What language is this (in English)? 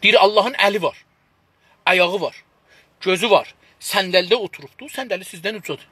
South Azerbaijani